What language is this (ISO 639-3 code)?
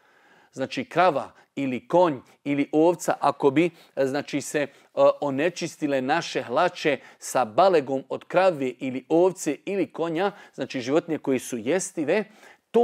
bos